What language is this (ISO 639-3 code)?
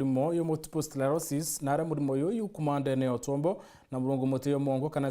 mer